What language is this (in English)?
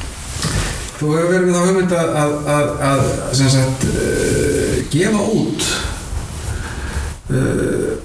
Icelandic